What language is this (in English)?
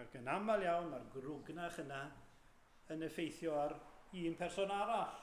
Welsh